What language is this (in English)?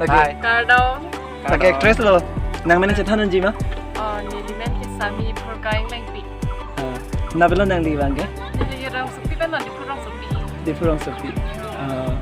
Karbi